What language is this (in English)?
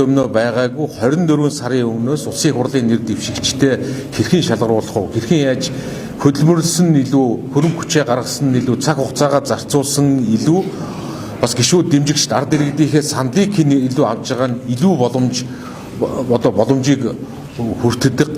Mongolian